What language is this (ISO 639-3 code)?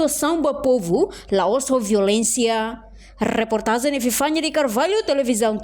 tet